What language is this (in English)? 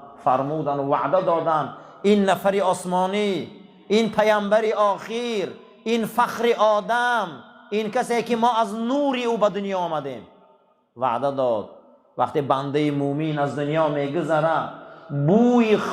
Tajik